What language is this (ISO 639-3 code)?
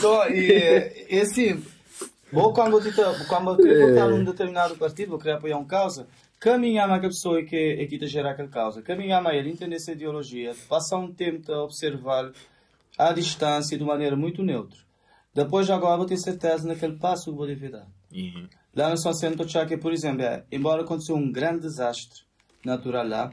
kea